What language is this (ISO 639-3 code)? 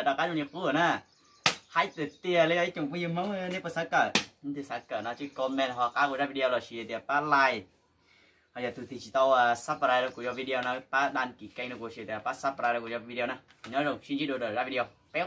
hmn